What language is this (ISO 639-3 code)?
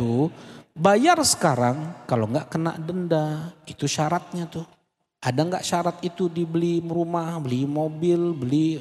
ind